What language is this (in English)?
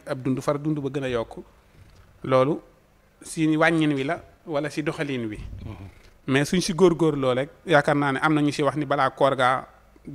Wolof